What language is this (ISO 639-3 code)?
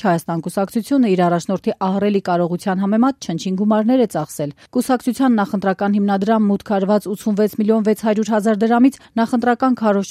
hye